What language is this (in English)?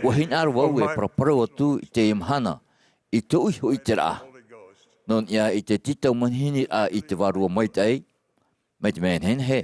Tahitian